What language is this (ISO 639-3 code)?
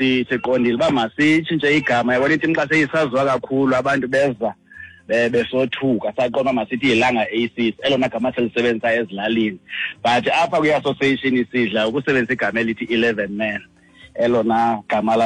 xho